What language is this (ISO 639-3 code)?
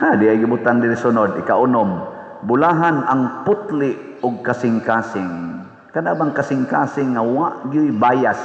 ceb